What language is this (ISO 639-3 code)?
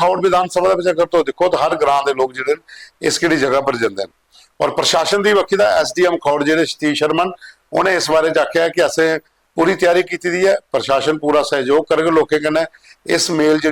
doi